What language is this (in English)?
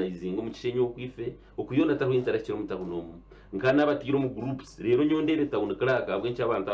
Nyankole